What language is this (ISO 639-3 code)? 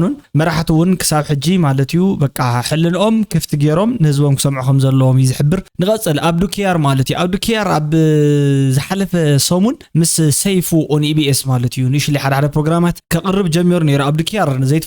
tir